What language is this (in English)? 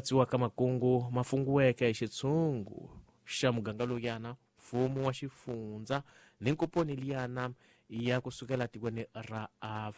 Tsonga